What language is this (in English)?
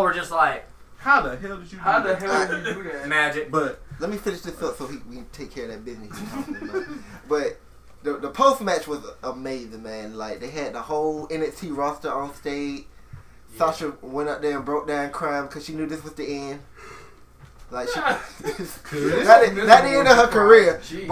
English